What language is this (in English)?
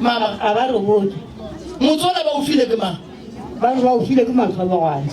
Northern Sotho